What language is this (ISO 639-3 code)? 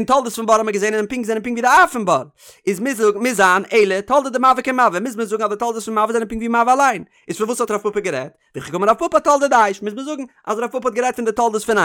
yid